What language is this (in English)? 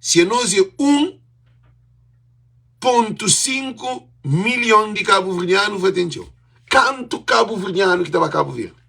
Kabuverdianu